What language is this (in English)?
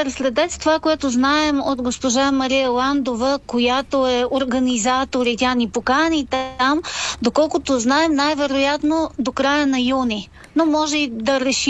Bulgarian